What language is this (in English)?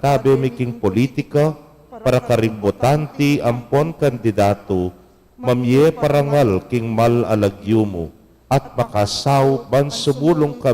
Pampanga